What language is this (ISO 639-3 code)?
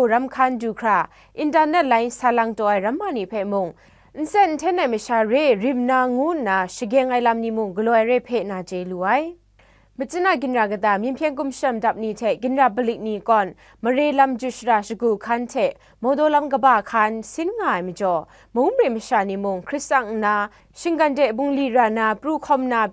kac